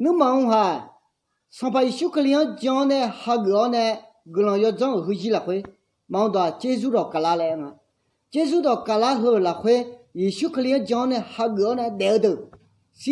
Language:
Akha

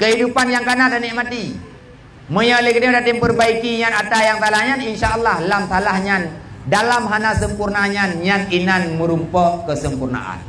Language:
Achinese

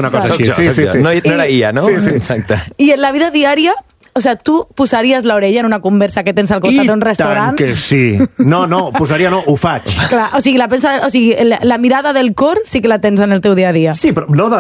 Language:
Catalan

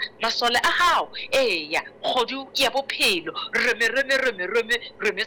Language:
Southern Sotho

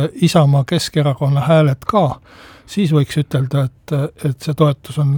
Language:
Estonian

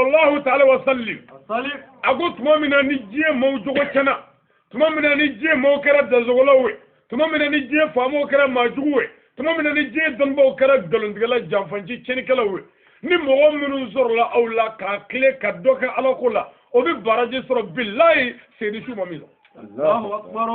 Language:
Bambara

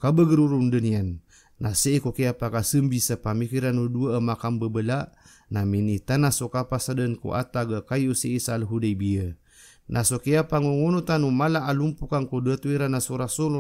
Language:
Maranao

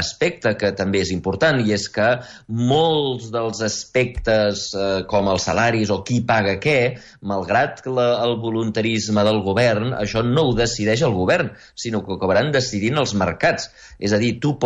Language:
Catalan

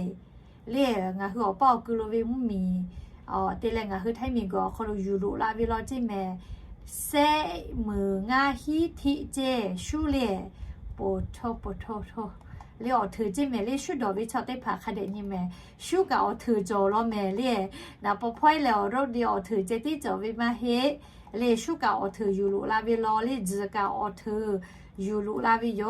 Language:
Lahu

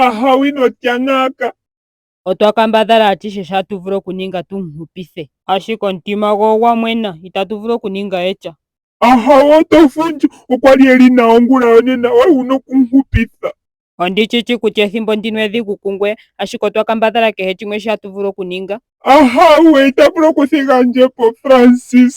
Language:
Ndonga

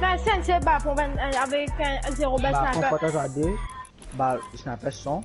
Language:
Morisyen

